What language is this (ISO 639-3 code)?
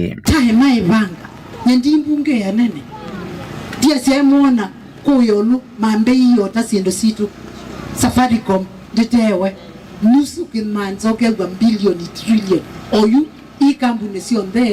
kam